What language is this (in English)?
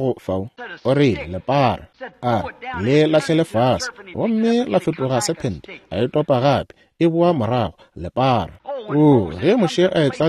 Northern Sotho